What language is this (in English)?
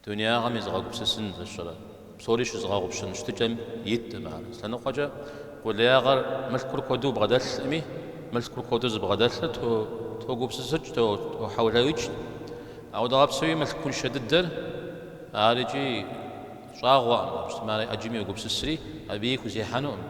Kabardian